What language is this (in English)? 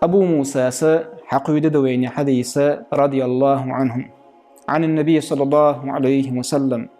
Chechen